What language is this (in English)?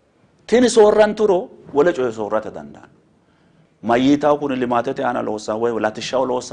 Sidamo